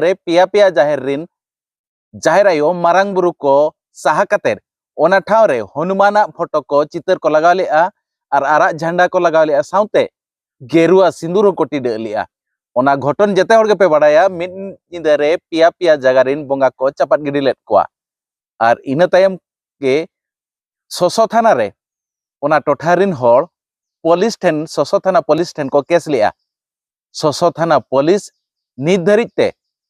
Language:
Santali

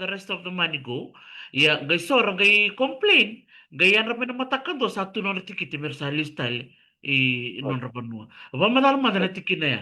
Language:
Fijian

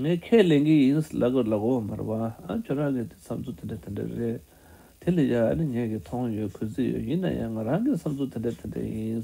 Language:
Tibetan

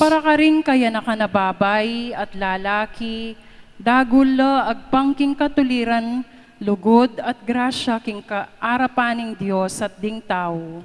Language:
Pampanga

